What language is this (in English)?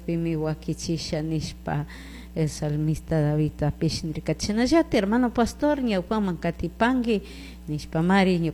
Chimborazo Highland Quichua